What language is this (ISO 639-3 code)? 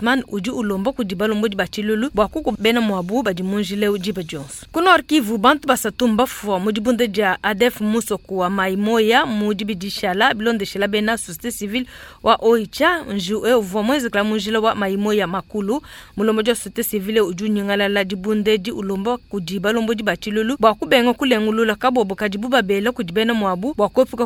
lua